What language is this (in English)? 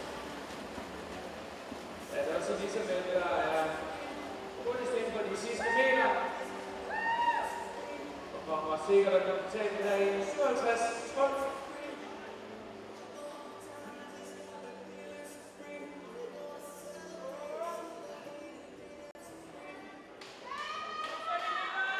Danish